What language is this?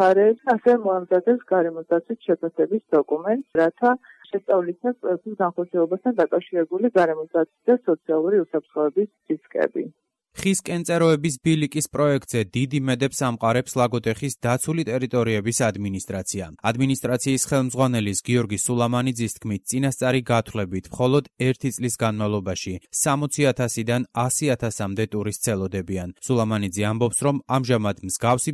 Georgian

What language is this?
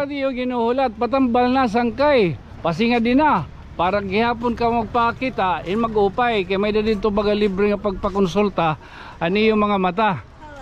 Waray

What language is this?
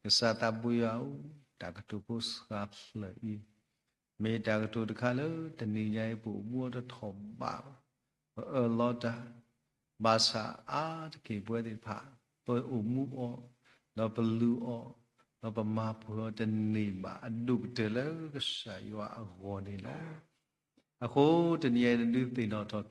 S'gaw Karen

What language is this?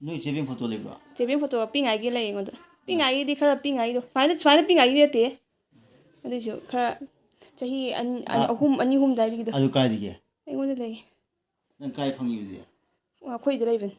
Manipuri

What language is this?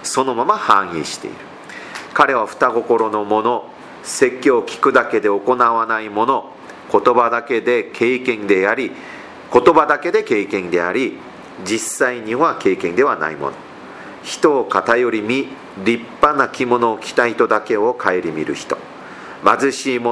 Japanese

